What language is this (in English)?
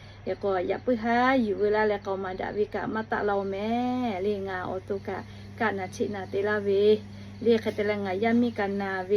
Lahu